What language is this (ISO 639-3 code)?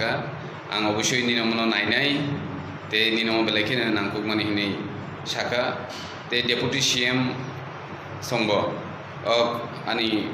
trp